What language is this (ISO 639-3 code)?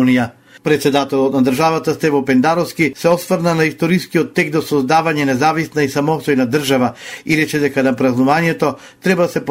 mkd